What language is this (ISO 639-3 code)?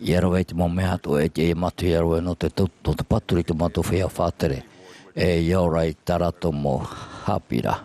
tah